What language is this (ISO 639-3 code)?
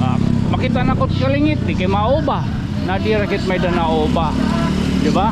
war